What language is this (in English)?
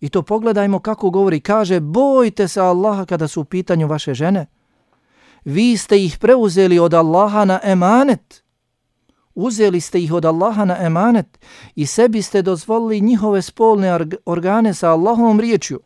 Bosnian